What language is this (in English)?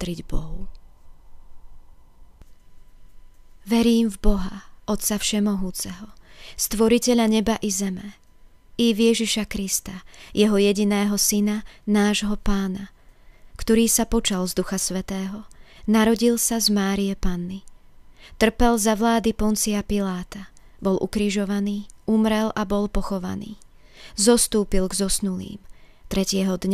Slovak